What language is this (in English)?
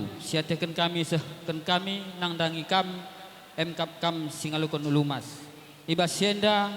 Batak Karo